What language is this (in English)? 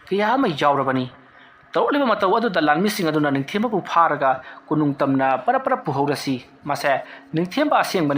Manipuri